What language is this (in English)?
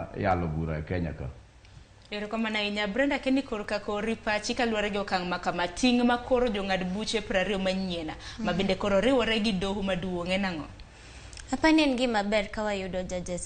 Luo (Kenya and Tanzania)